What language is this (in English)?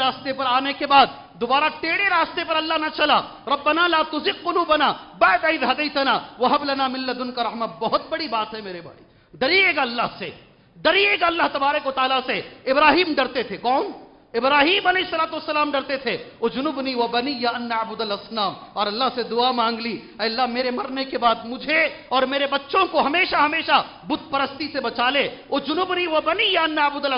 Urdu